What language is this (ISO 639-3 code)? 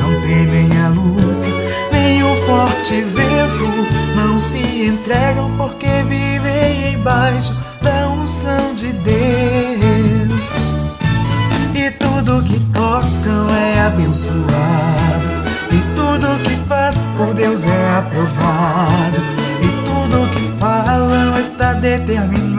por